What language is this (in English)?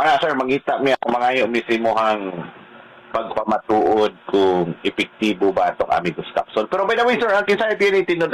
Cebuano